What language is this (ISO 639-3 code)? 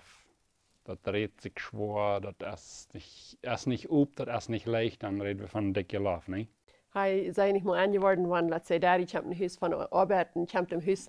pdt